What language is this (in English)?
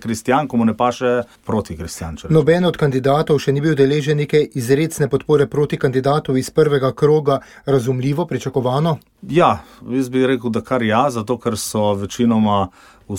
Slovenian